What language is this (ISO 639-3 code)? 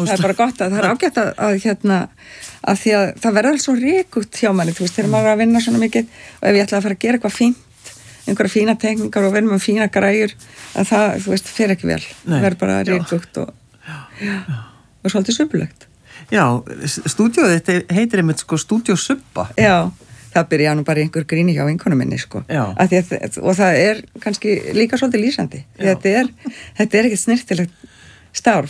isl